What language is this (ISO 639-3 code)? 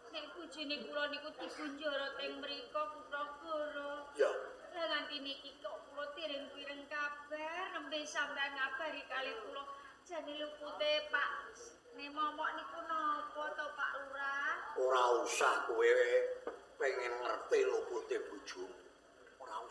jav